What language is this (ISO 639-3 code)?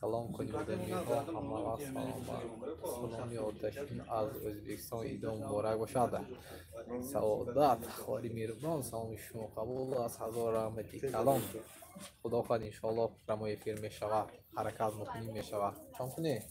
tgk